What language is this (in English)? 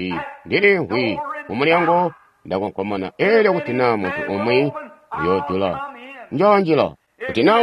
Tonga (Zambia)